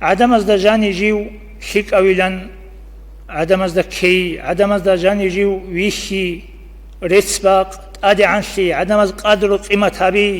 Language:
Avaric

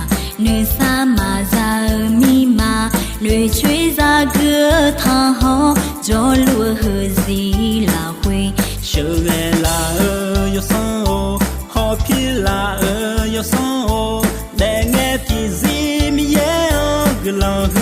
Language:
Akha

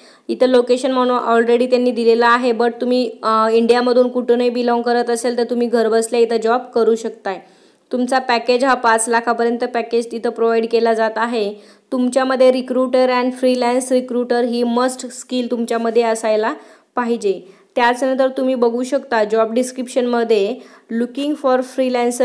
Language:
Marathi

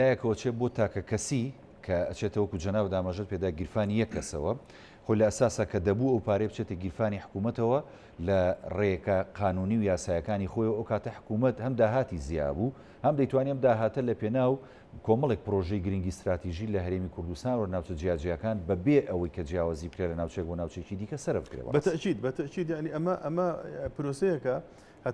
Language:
Central Kurdish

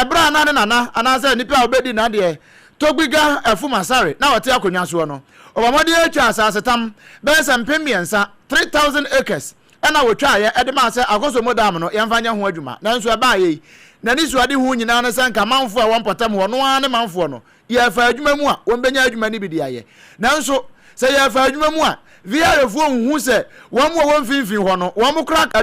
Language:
Akan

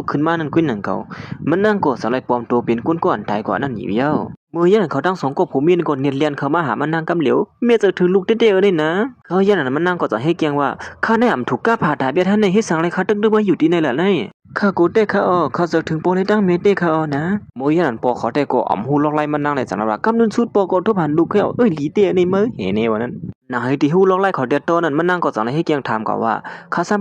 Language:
Shan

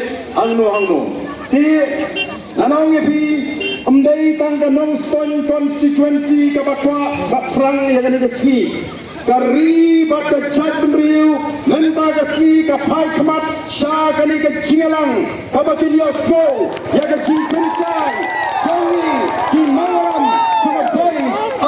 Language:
Khasi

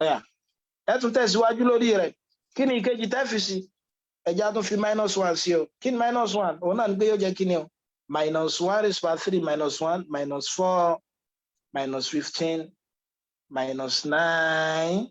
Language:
Yoruba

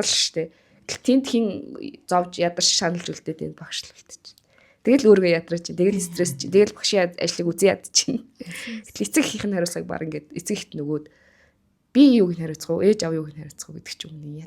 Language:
Mongolian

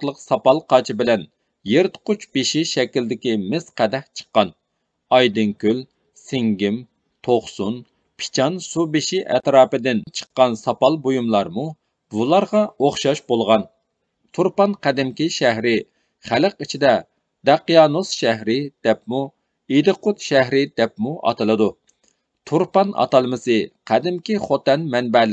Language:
Uyghur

